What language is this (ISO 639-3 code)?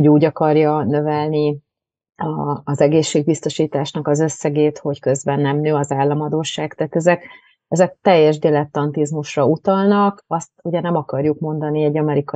hun